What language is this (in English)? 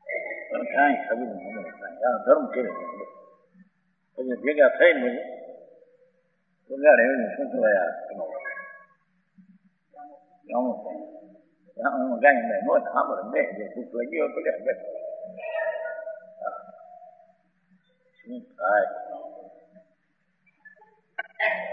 Gujarati